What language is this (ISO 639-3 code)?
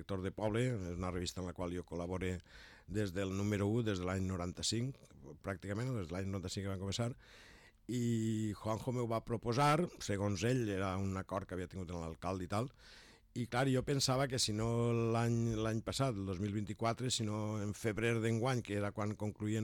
cat